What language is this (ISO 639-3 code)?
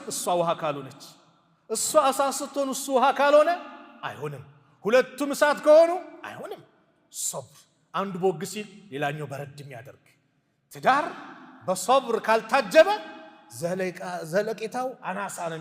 amh